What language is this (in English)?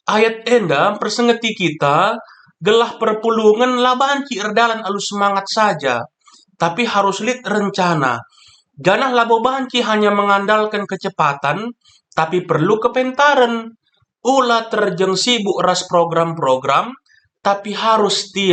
Batak Karo